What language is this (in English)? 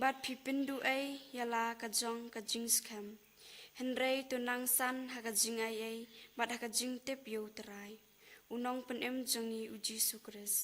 Khasi